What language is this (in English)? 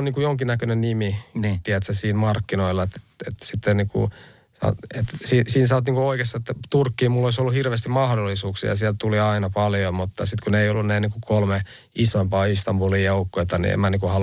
Finnish